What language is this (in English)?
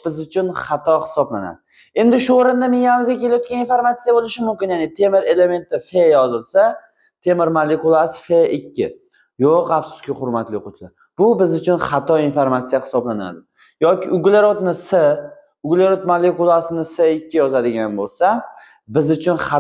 Uzbek